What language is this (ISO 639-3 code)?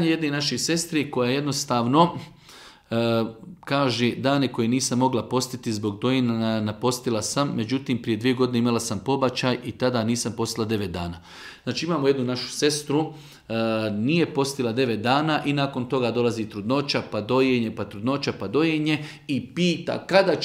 bos